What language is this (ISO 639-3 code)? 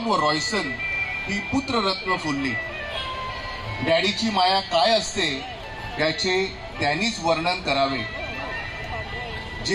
mar